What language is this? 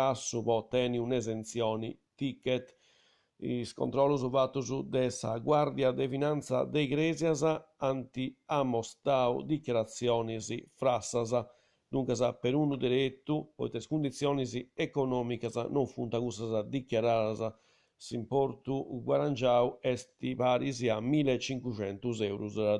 Sardinian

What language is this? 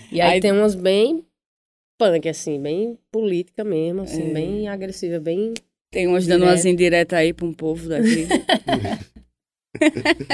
Portuguese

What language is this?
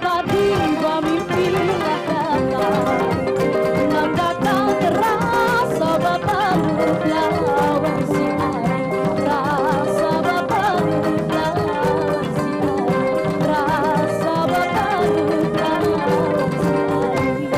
Banjar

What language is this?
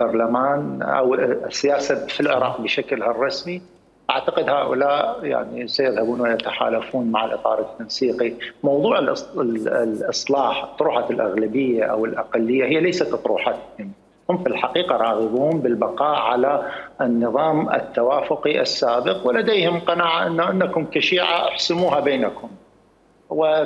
Mesopotamian Arabic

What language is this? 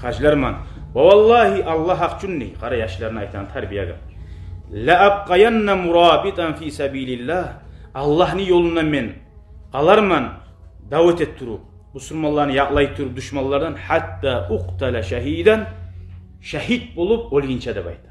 Kumyk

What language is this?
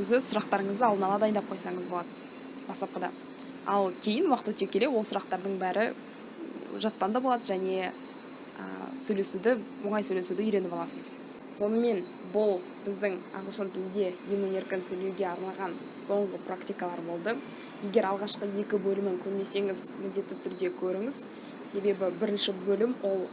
Kazakh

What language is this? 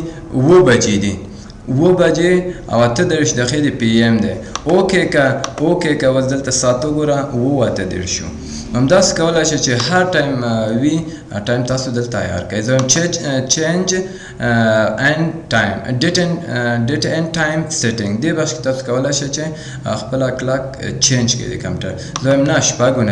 Pashto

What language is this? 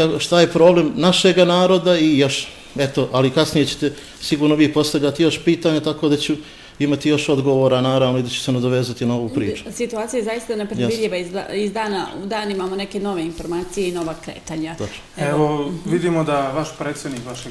Bosnian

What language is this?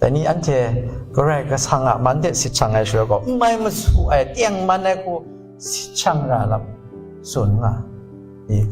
Kachin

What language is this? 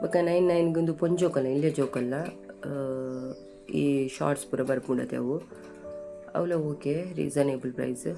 Tulu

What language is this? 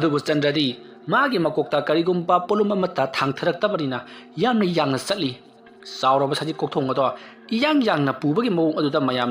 Manipuri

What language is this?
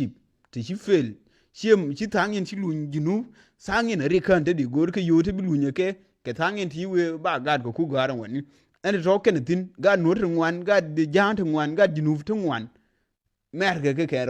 Nuer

